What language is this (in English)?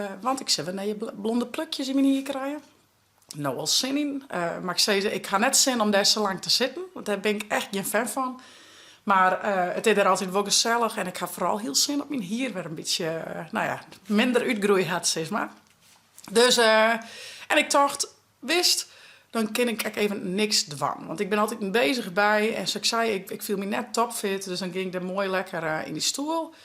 Western Frisian